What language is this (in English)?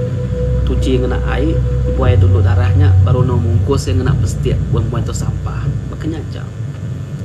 Iban